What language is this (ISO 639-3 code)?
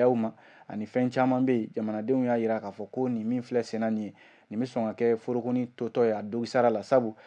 bam